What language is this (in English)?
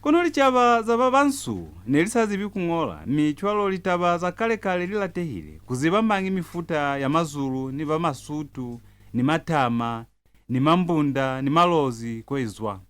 Lozi